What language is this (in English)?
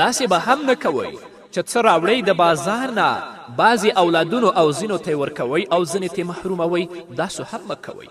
Pashto